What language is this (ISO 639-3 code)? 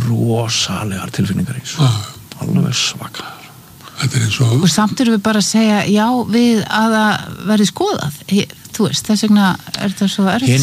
isl